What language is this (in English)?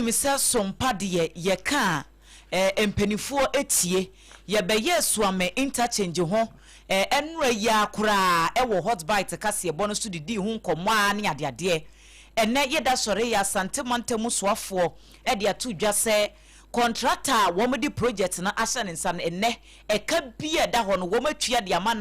Akan